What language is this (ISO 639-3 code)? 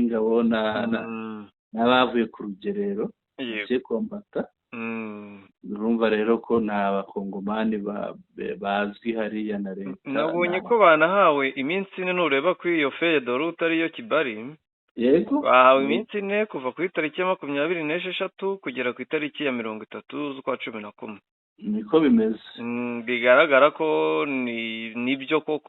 kin